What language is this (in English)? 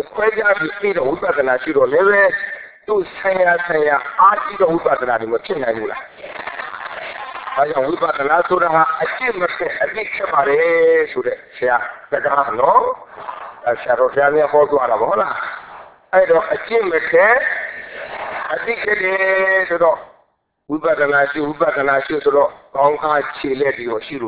Burmese